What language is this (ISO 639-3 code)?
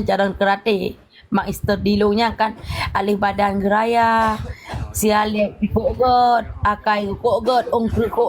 ace